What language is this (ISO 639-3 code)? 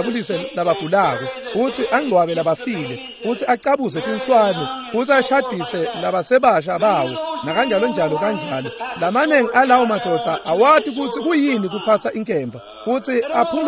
ssw